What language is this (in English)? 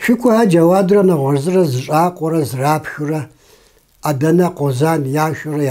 Kabardian